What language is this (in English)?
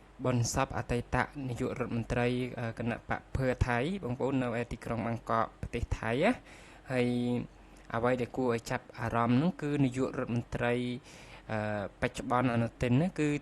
Khmer